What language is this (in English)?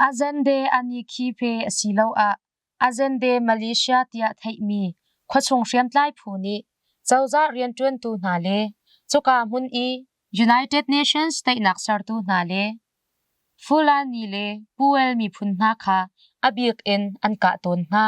Hakha Chin